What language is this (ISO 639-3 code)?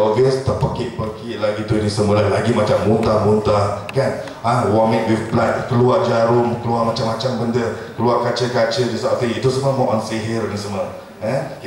msa